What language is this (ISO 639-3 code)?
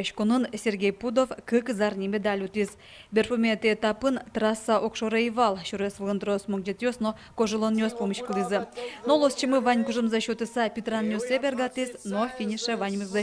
udm